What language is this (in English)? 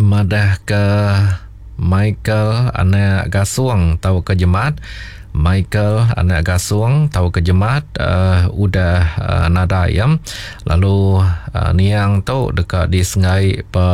Iban